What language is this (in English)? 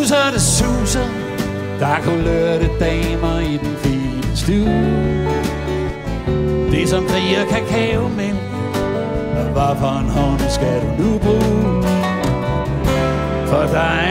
Danish